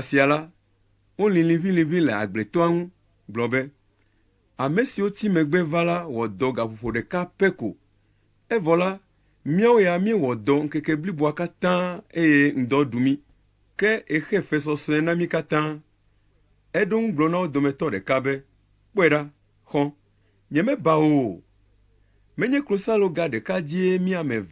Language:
Ewe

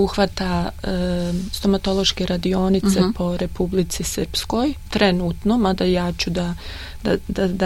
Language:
Serbian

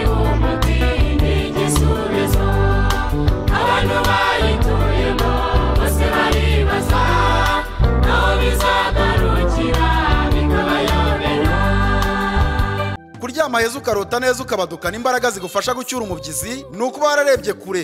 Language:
Kinyarwanda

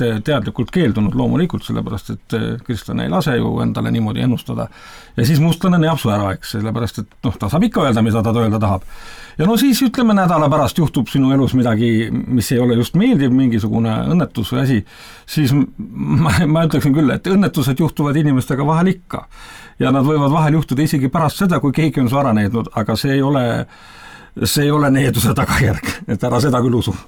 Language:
Estonian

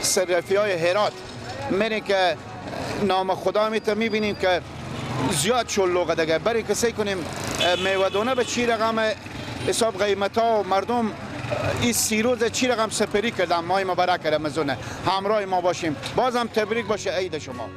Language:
Persian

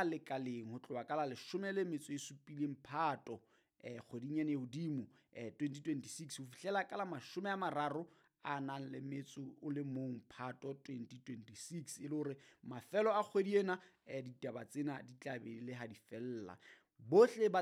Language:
Southern Sotho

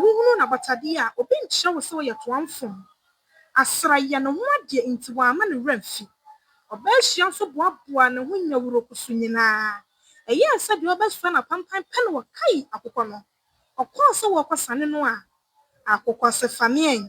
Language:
Akan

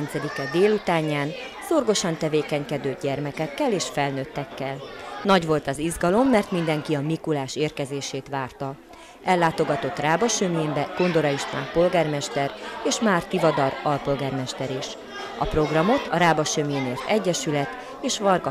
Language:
Hungarian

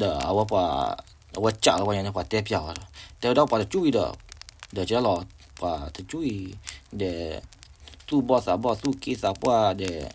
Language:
S'gaw Karen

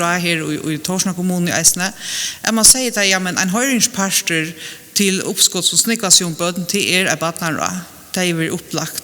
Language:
Faroese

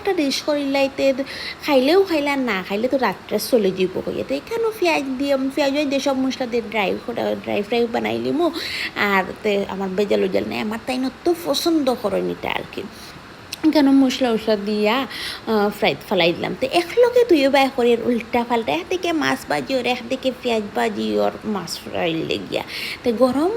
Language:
Sylheti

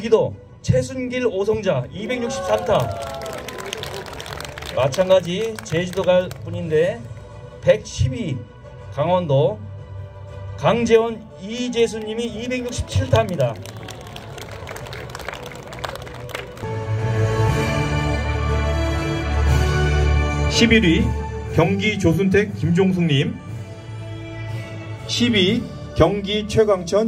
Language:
Korean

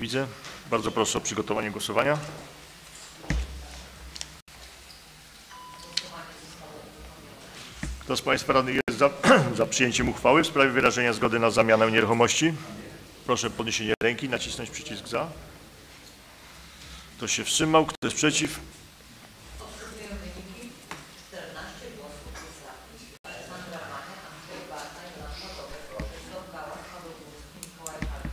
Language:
Polish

